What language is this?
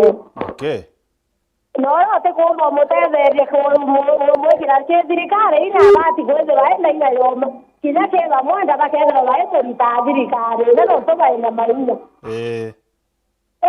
Meru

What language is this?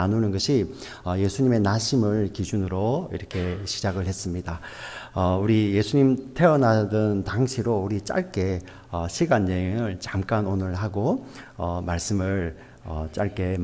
Korean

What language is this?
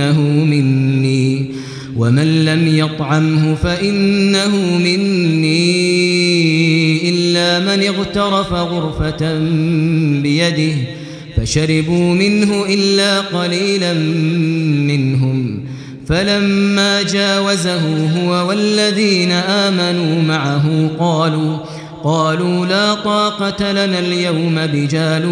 Arabic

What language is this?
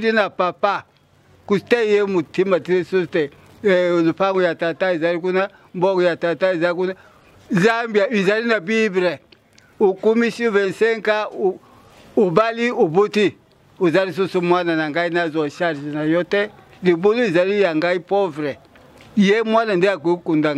Lingala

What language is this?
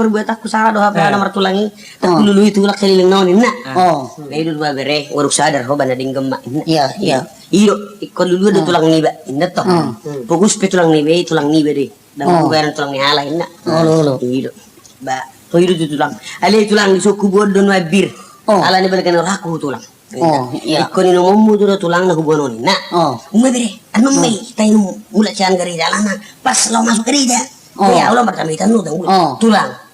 Batak Toba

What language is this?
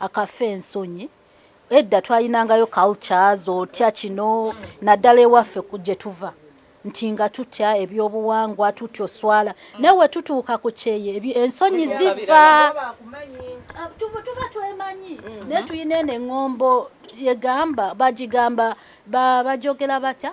Ganda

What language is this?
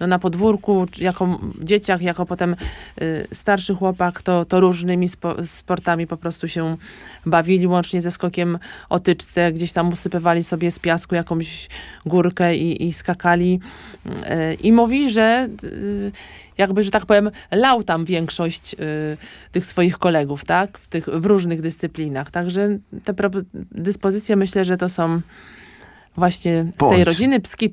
Polish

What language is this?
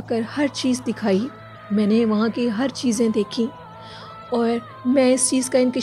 Hindi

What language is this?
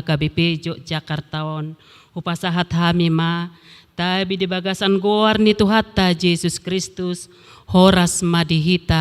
Batak Toba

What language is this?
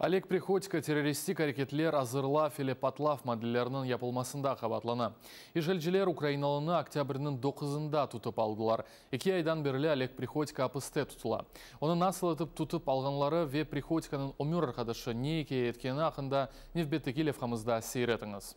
Crimean Tatar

